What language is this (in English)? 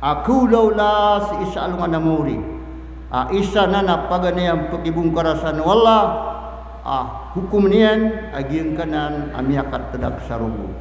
Maranao